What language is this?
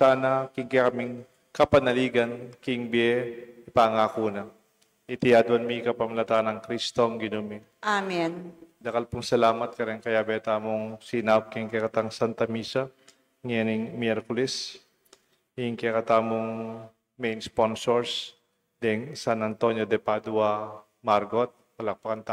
Pampanga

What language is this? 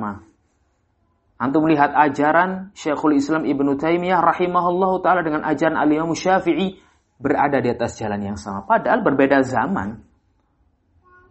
Indonesian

